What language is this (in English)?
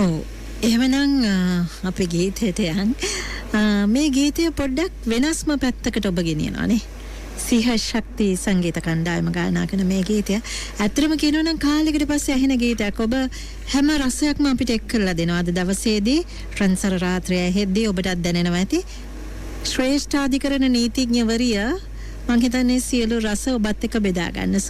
Sinhala